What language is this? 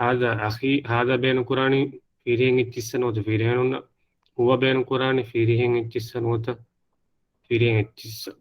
Divehi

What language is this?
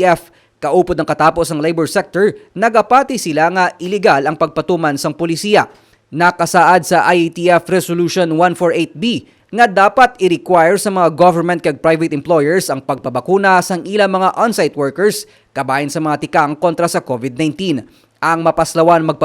Hiligaynon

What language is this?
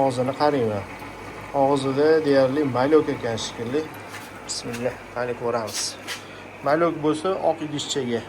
Uzbek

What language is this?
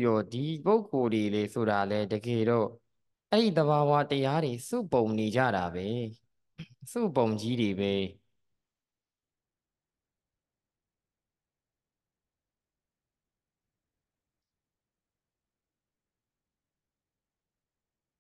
Burmese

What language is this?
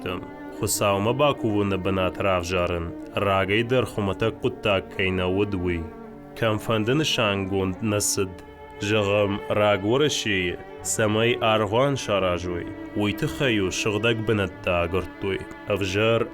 Ossetic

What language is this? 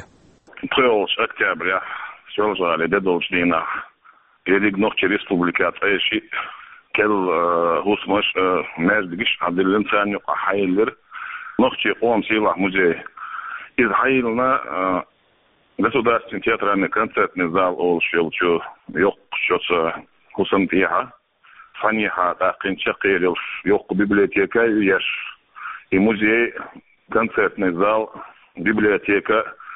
Chechen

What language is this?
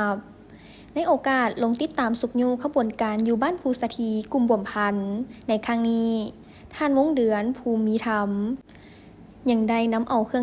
Lao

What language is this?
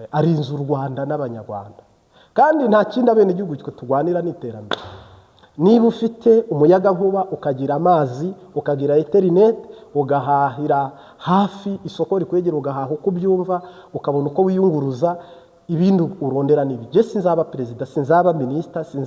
Kinyarwanda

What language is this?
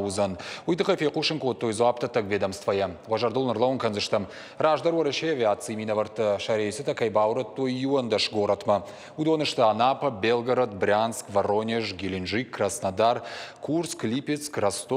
Ossetic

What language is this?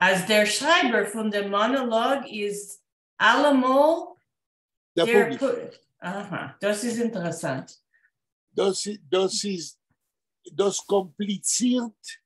Yiddish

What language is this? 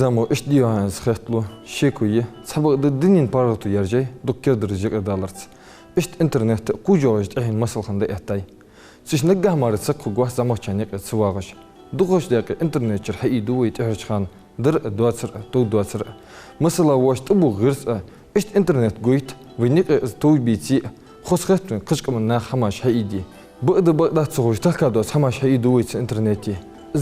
Ingush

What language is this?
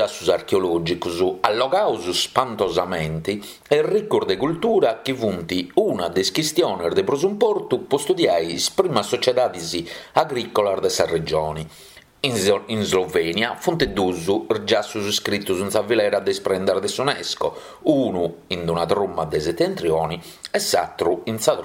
Sardinian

